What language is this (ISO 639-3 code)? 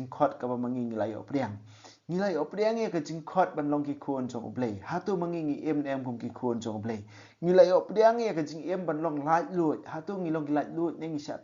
kha